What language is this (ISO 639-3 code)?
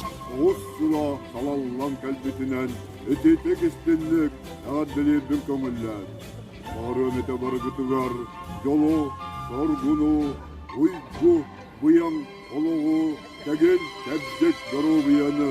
sah